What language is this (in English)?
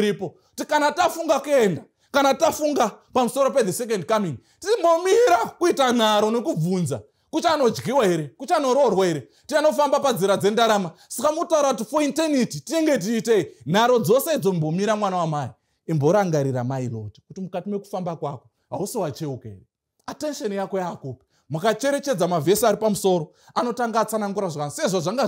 Shona